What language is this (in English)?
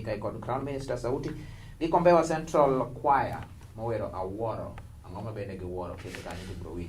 Luo (Kenya and Tanzania)